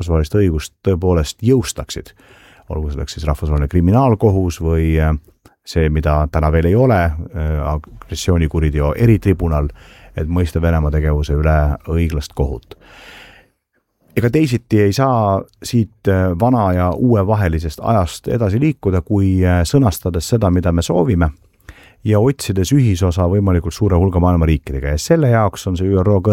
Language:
Estonian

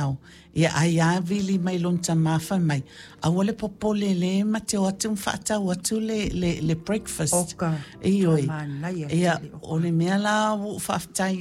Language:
Samoan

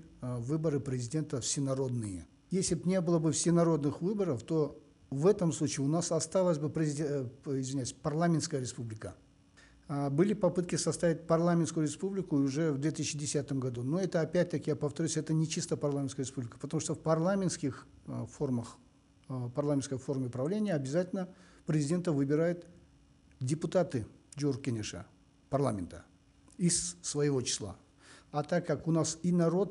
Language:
Russian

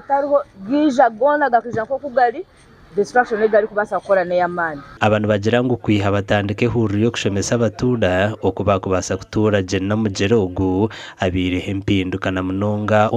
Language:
Nyankole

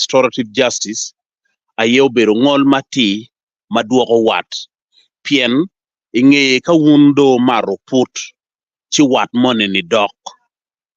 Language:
Acoli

